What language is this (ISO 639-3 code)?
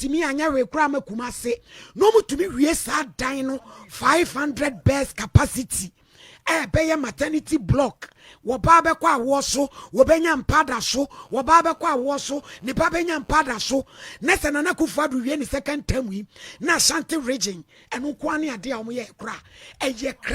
aka